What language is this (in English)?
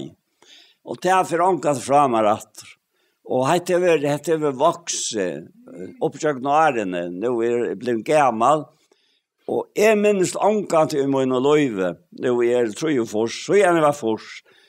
Faroese